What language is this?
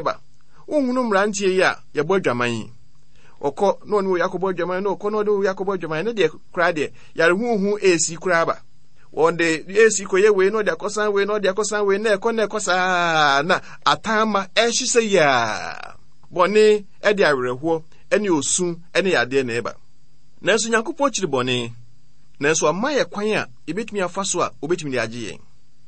Akan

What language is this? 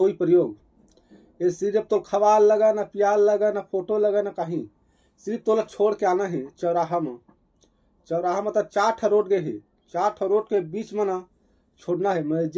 Chhattisgarhi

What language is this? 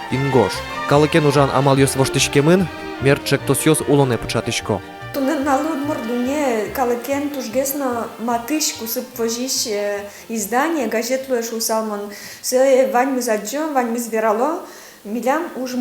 Udmurt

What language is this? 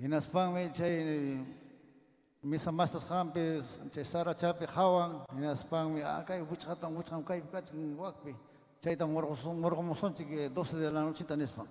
Ayacucho Quechua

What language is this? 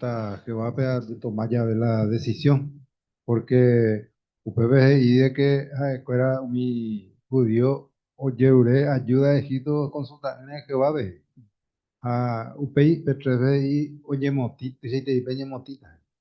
Guarani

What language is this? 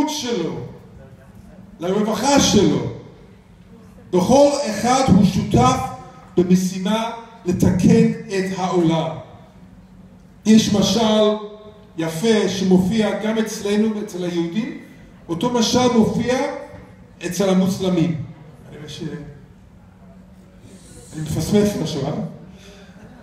Hebrew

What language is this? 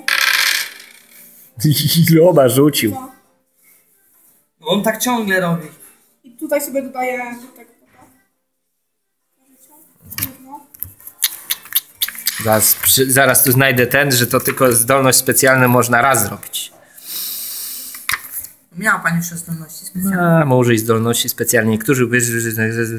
Polish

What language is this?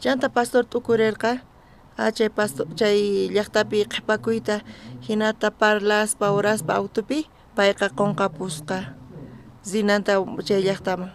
South Bolivian Quechua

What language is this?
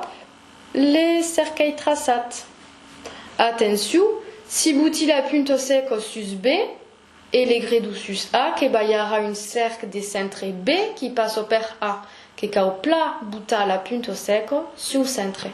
Occitan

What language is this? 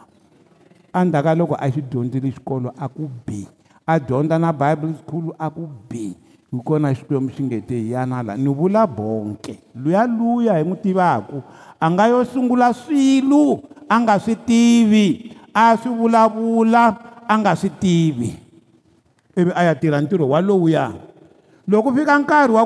Tsonga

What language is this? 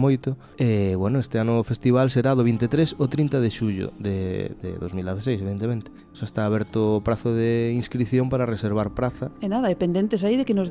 Galician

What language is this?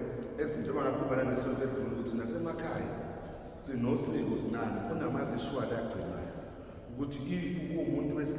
Zulu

